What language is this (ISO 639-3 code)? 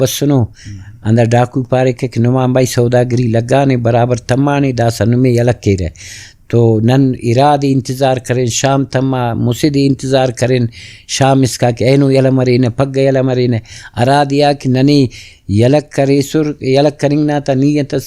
brh